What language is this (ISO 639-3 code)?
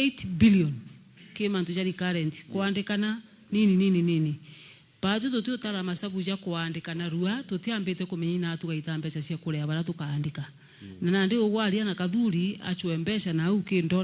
mer